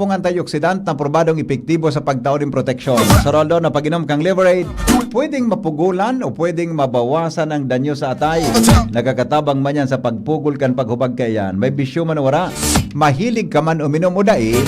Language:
Bikol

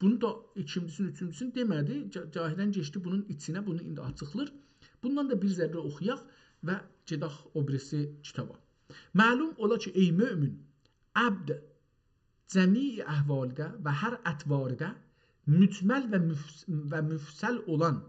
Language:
South Azerbaijani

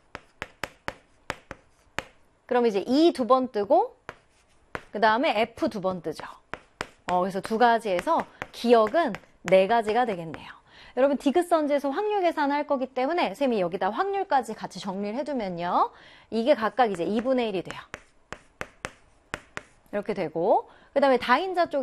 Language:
Korean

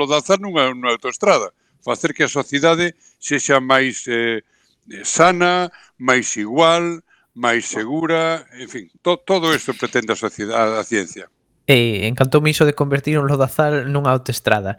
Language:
Galician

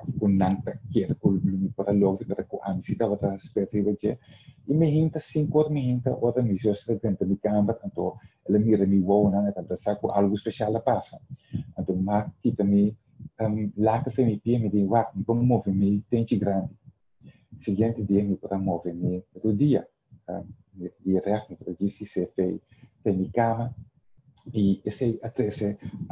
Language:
Papiamento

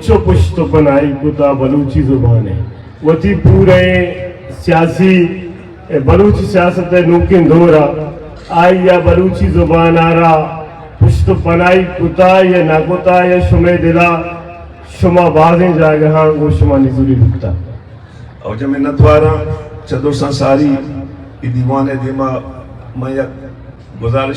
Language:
Eastern Balochi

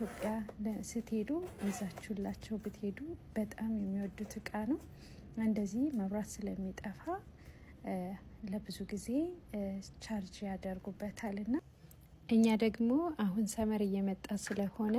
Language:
Amharic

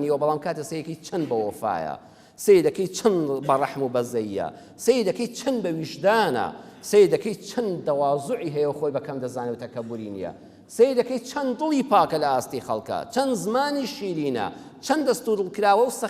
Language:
Central Kurdish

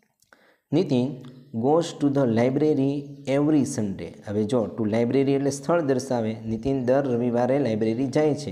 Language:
Gujarati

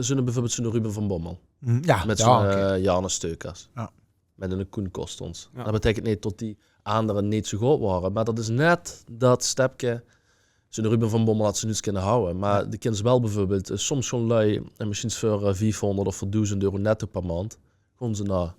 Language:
Limburgish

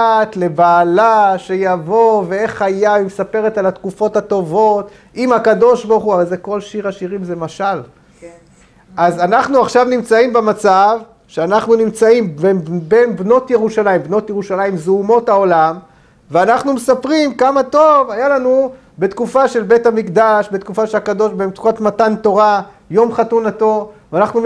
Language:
Hebrew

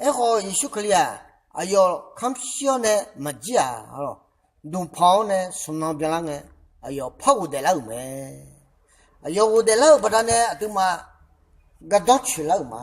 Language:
Akha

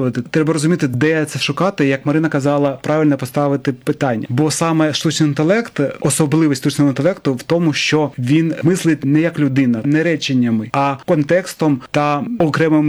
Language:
Ukrainian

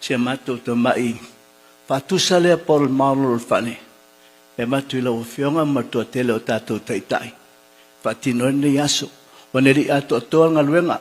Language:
Samoan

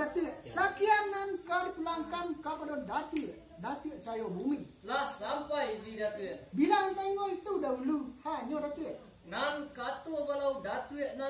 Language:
Minangkabau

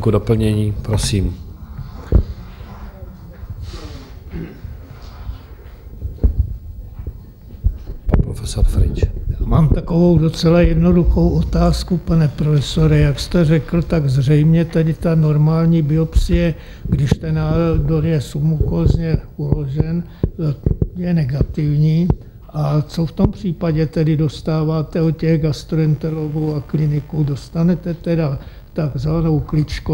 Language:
Czech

